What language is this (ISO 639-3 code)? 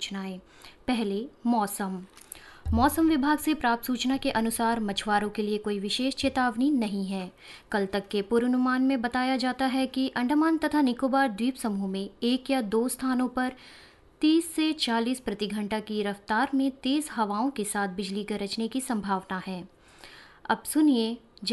hin